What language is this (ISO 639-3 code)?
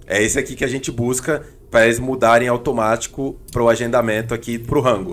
por